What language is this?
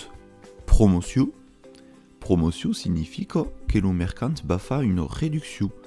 Occitan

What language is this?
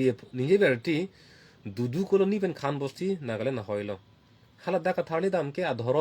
Karbi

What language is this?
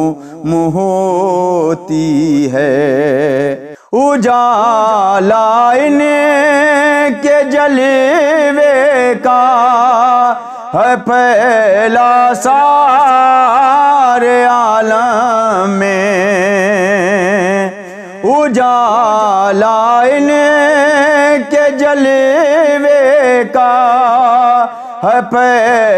Urdu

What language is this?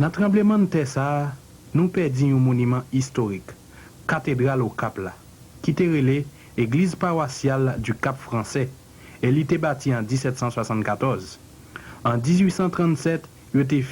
Haitian Creole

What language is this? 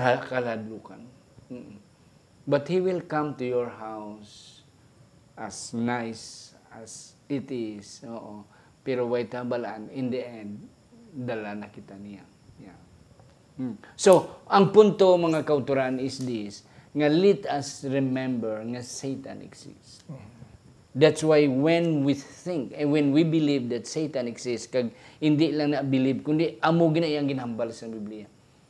Hiligaynon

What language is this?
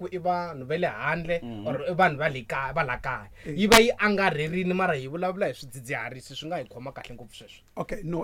Tsonga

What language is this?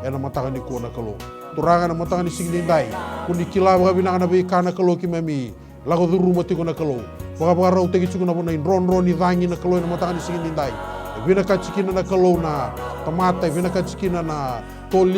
Fijian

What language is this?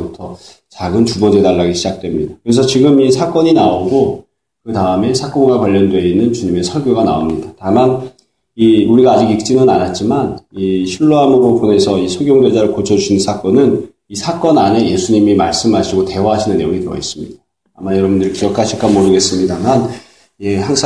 Korean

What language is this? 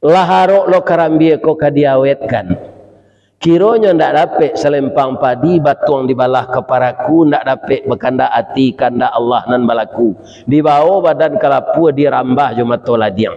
Minangkabau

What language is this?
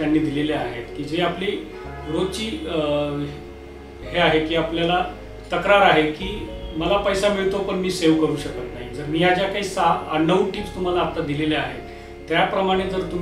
Marathi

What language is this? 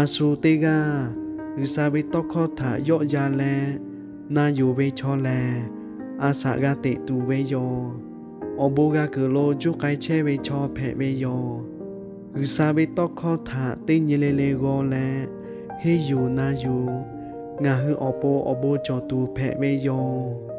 Lahu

